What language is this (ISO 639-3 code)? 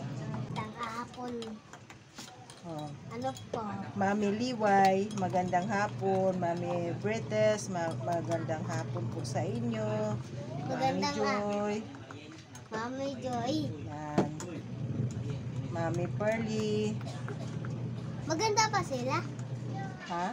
fil